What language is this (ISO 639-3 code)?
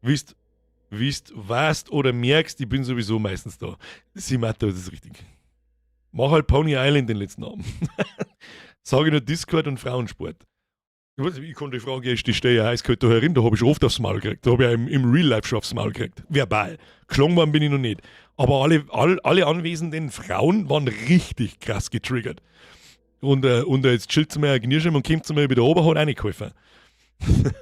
bar